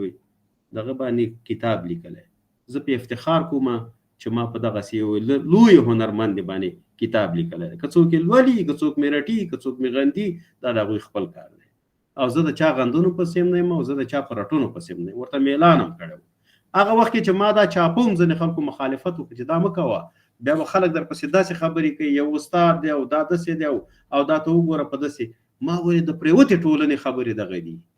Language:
Pashto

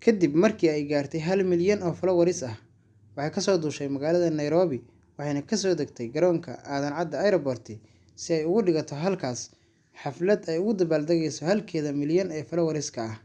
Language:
Somali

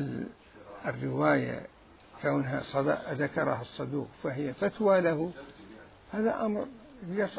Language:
Mesopotamian Arabic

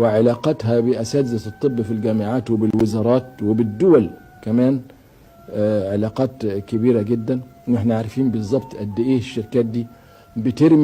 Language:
Egyptian Arabic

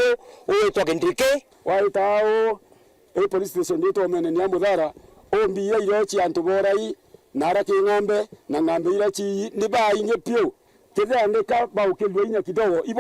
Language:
Meru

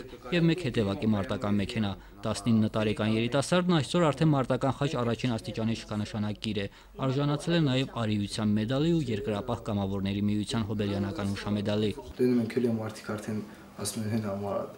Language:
Armenian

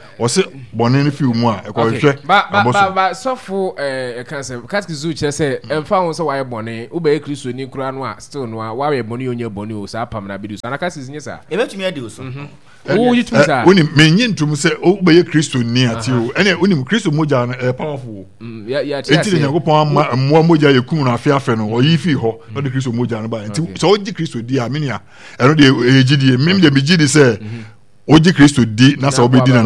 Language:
Akan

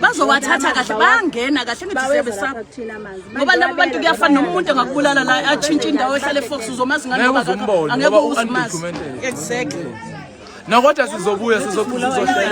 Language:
Zulu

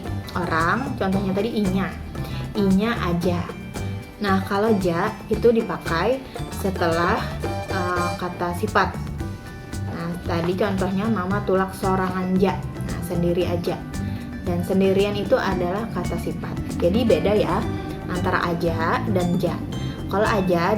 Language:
Banjar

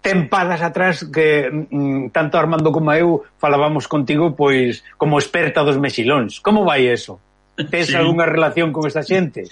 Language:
Galician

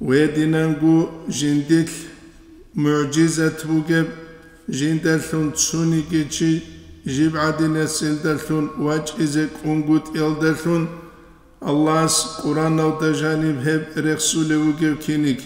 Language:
Avaric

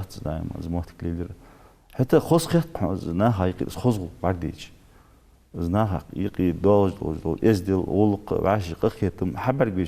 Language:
Ingush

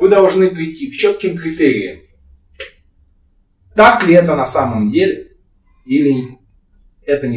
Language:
Russian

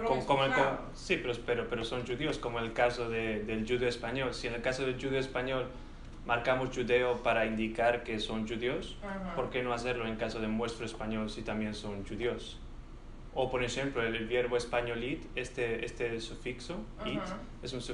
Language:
Ladino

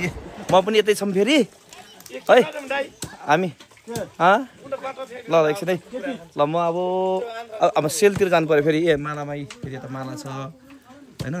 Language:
Nepali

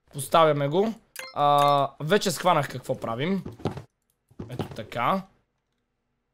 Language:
Bulgarian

